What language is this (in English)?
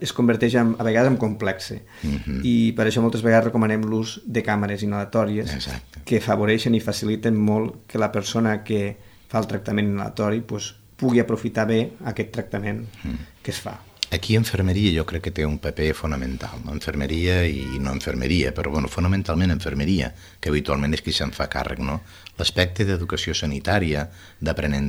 Catalan